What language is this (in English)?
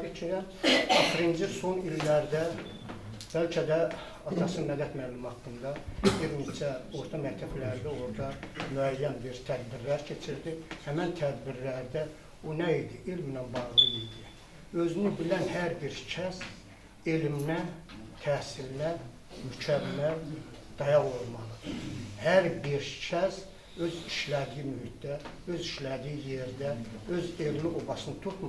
Azerbaijani